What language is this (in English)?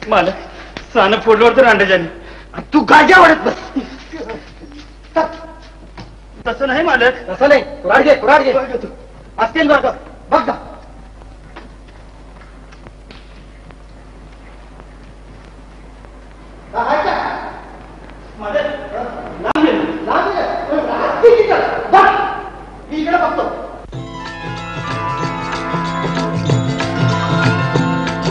Marathi